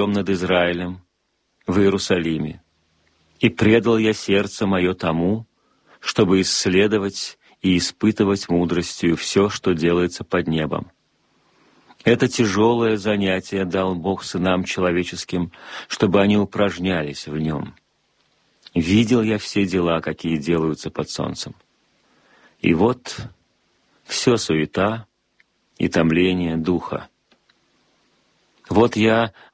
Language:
Russian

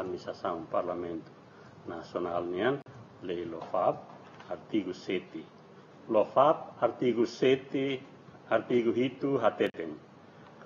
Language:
Tetum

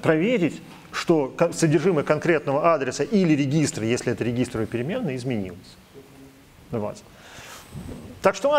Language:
Russian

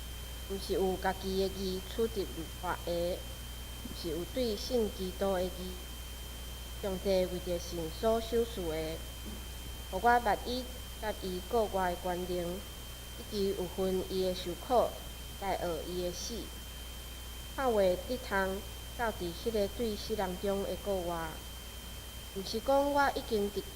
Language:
Min Nan Chinese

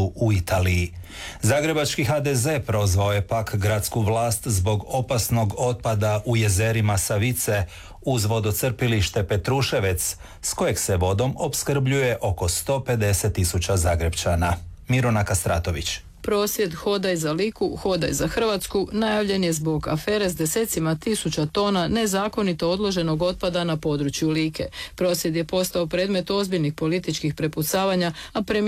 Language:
Croatian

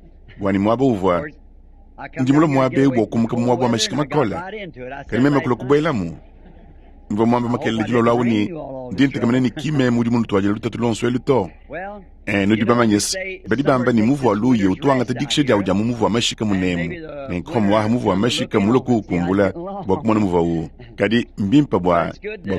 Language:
Luba-Lulua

